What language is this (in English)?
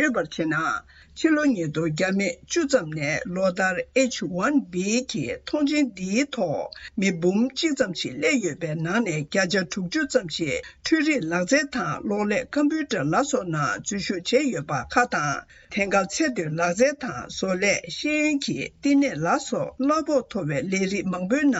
Tibetan